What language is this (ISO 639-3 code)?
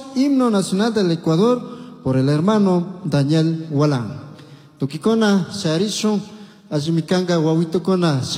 qug